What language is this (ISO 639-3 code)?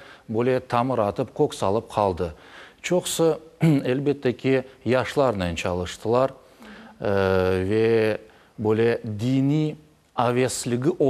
crh